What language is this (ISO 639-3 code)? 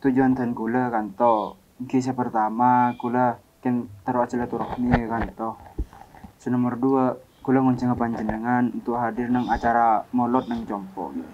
mad